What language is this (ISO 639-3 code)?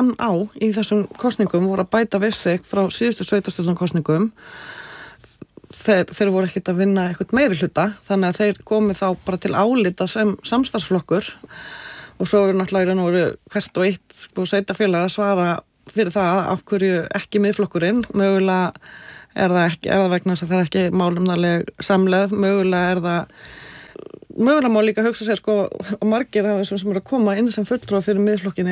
isl